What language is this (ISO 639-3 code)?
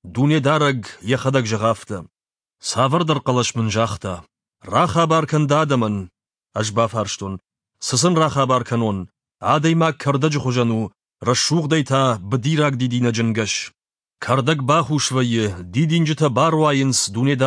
oss